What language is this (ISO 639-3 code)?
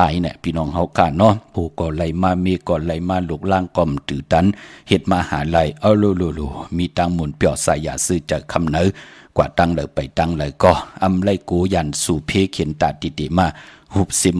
shn